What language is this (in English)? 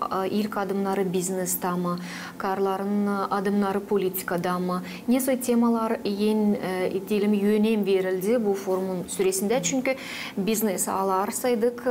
Gagauz